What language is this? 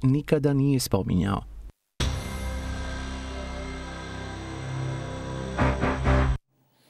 Croatian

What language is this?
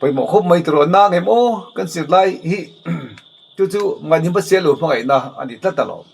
Mizo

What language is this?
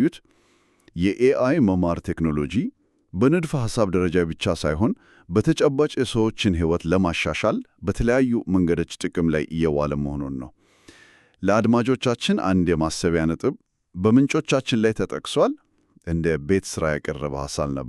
Amharic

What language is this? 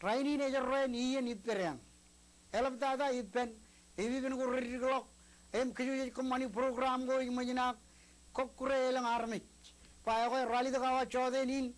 Marshallese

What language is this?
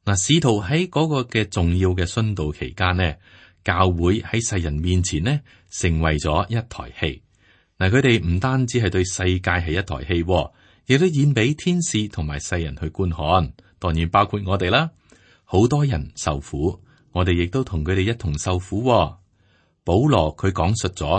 Cantonese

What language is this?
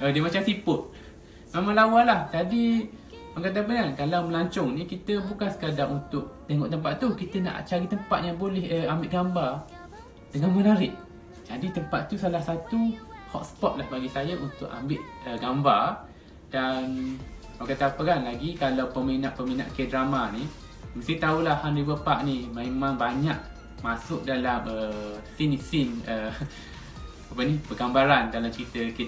Malay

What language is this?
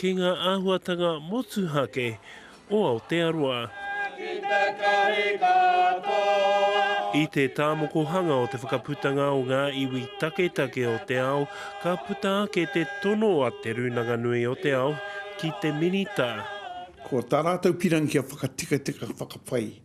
Māori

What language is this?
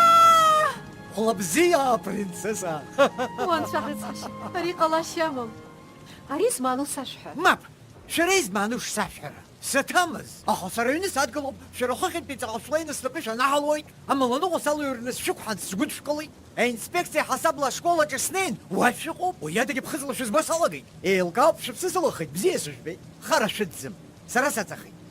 Abkhazian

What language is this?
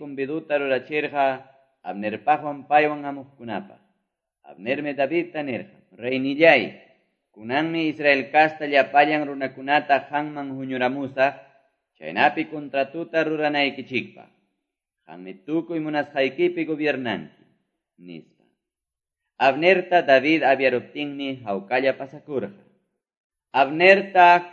Quechua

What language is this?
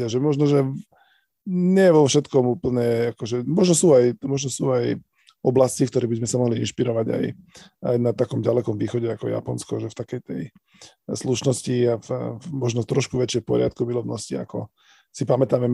Slovak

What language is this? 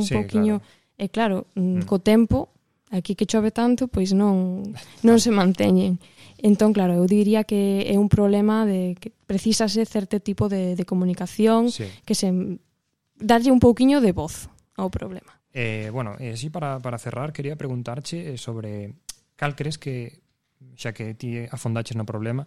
Galician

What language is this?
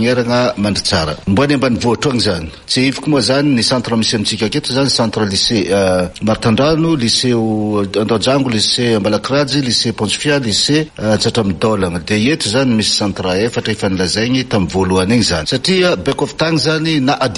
Malagasy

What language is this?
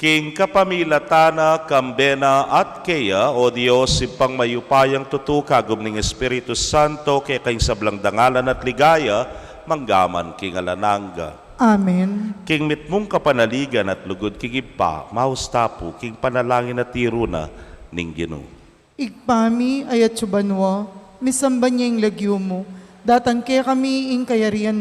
Pampanga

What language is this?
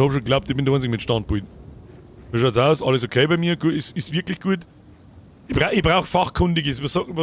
Bavarian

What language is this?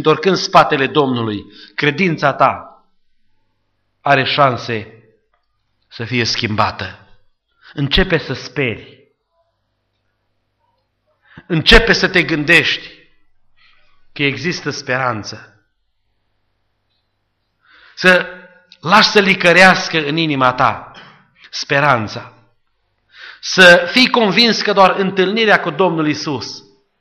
Romanian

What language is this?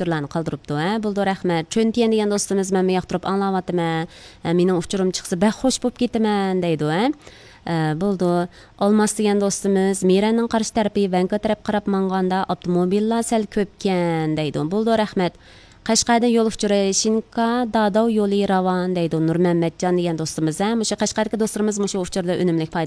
Uyghur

